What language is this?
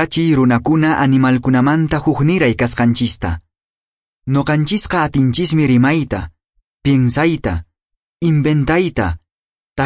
Quechua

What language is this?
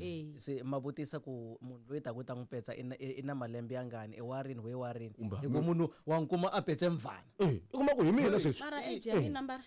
Tsonga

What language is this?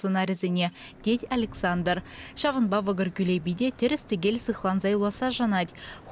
Chuvash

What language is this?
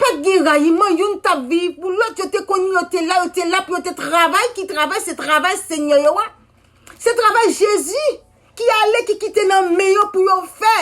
Haitian Creole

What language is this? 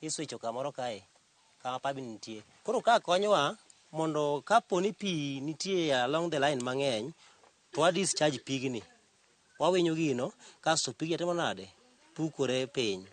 Luo (Kenya and Tanzania)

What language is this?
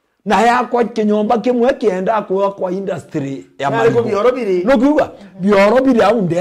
Meru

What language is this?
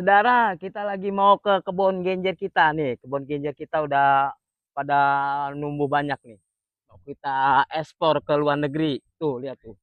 Betawi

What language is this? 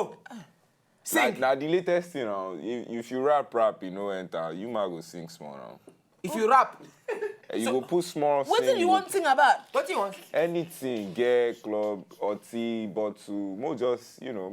Nigerian Pidgin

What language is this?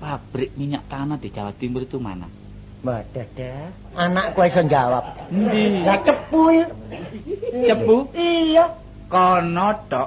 Javanese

